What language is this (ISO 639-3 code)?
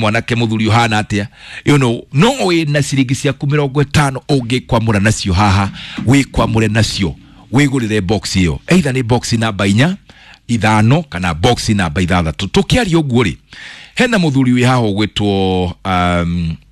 kik